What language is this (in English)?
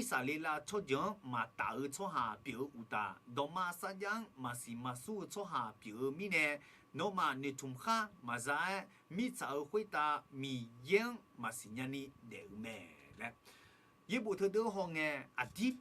Akha